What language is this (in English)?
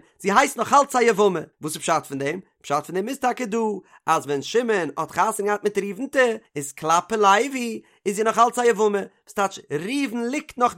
Yiddish